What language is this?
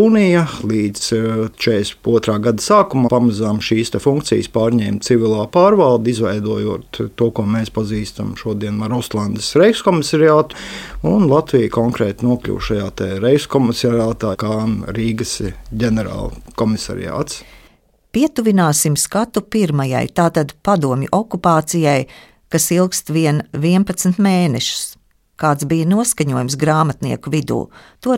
Latvian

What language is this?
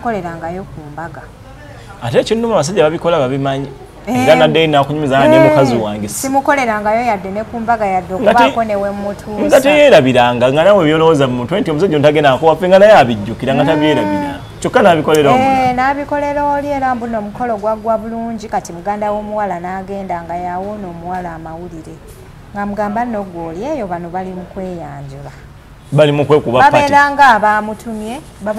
Ganda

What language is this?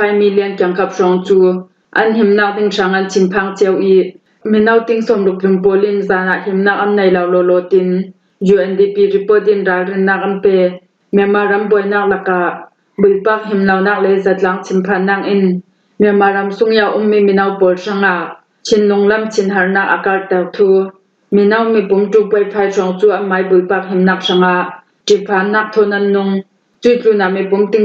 Falam Chin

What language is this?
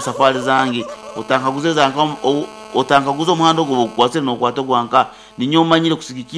Nyoro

